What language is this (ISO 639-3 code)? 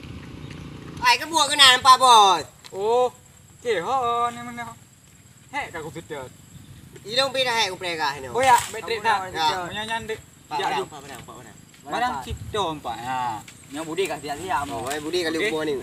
ace